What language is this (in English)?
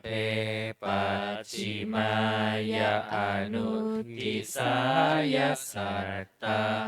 Pali